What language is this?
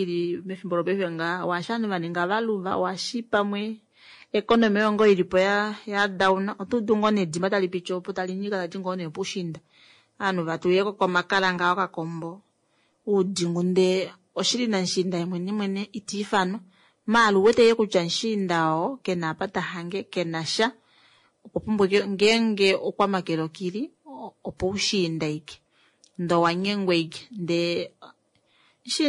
Kuanyama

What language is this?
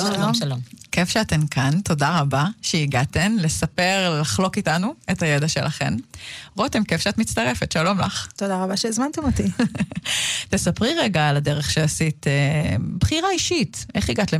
Hebrew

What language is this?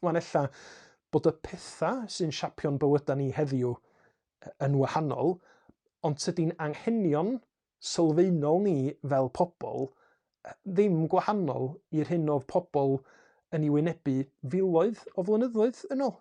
Welsh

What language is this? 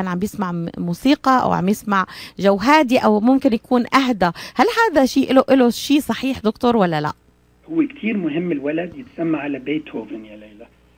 North Levantine Arabic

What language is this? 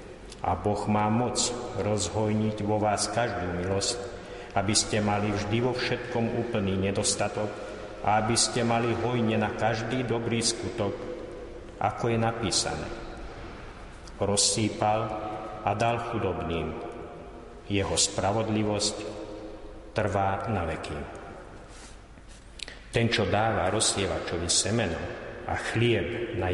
Slovak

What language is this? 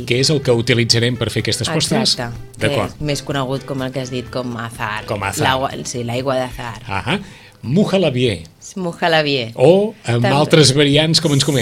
Catalan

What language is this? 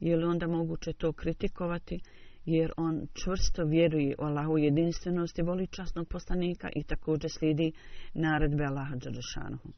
Bosnian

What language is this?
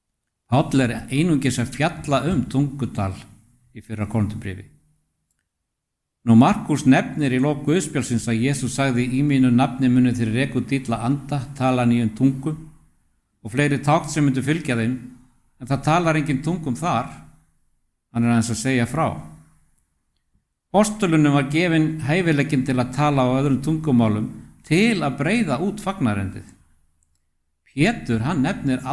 Icelandic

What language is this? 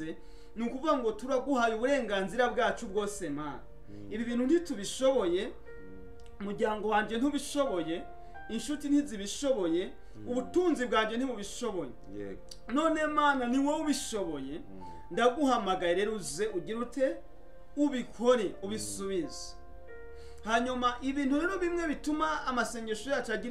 Kinyarwanda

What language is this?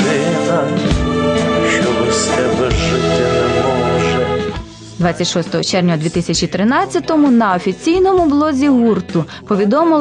Ukrainian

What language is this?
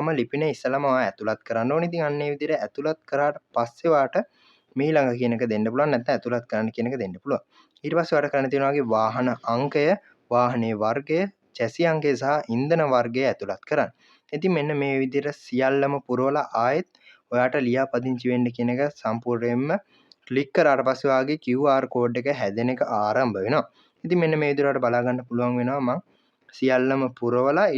Sinhala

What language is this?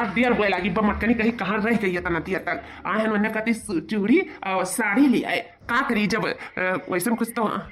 Awadhi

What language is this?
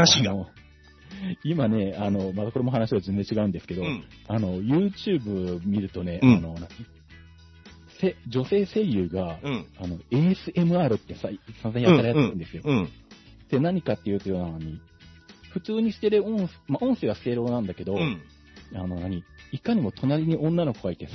Japanese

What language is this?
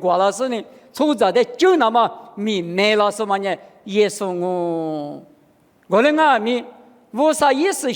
Lisu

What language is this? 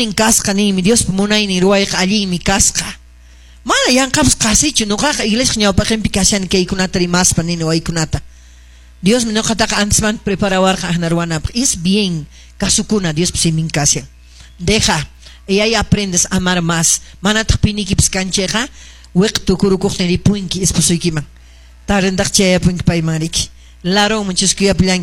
Quechua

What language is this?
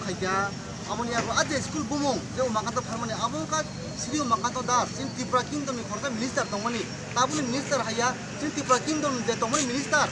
Kok Borok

